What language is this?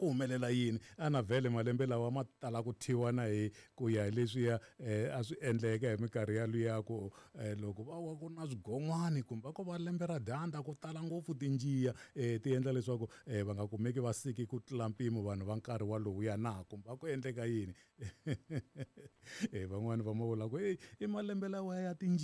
Tsonga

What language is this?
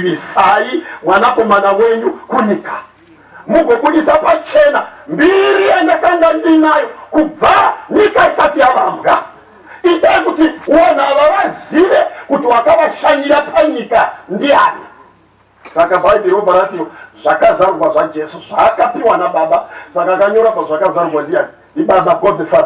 Shona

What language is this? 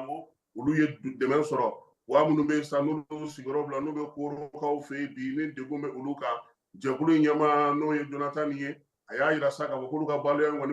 Bambara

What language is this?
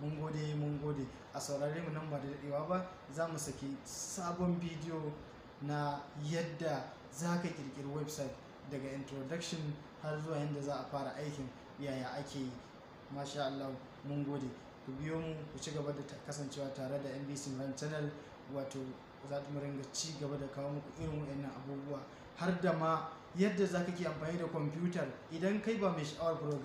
Hausa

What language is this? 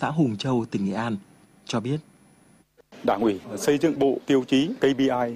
Vietnamese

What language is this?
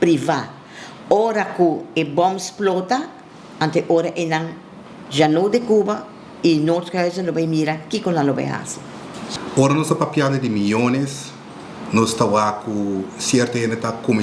Papiamento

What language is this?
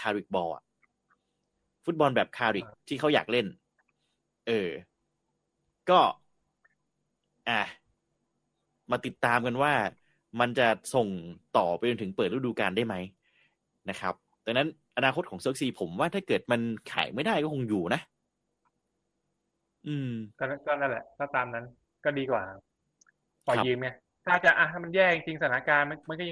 Thai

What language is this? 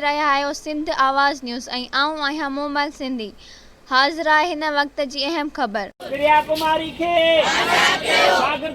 Sindhi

